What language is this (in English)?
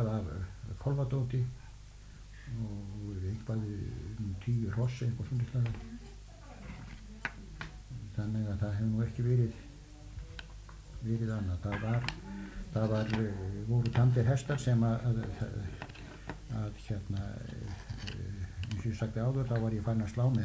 Icelandic